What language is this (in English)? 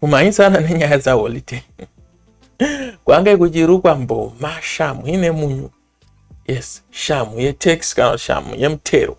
Shona